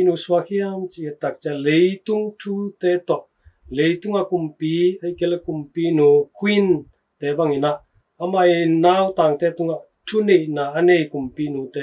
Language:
Tedim Chin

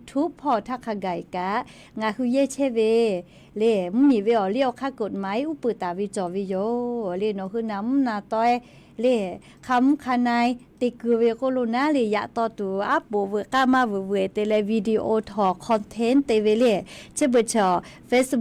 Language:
Lahu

